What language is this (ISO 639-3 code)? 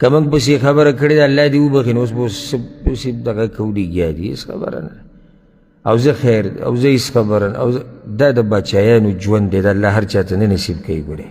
pus